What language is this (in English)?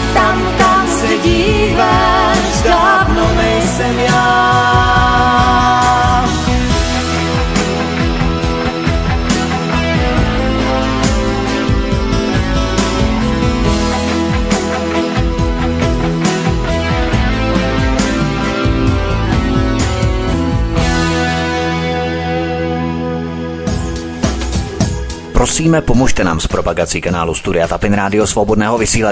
Czech